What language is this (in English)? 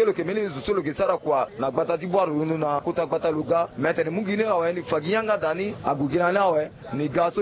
Sango